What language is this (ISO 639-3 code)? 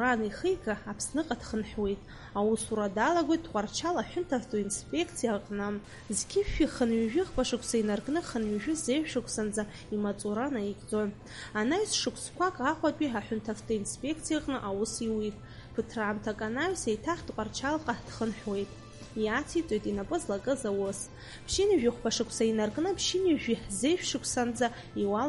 abk